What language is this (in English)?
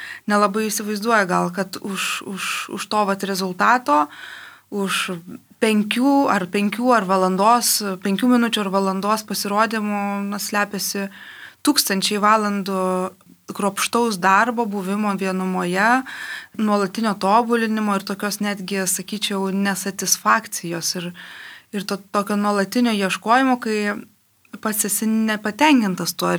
Lithuanian